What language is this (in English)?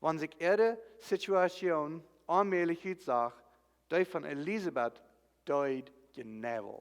Plautdietsch